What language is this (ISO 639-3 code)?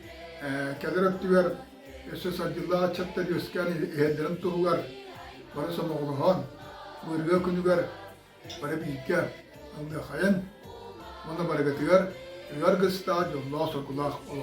sah